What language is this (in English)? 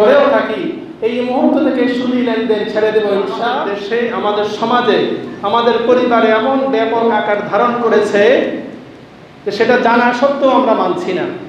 Bangla